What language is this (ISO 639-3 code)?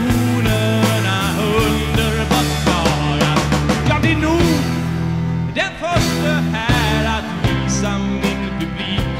swe